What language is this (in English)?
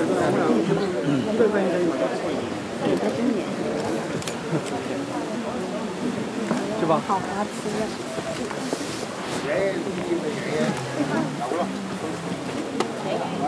Chinese